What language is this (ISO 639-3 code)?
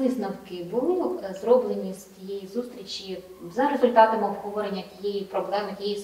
ukr